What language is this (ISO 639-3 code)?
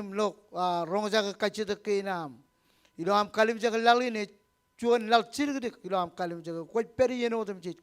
mah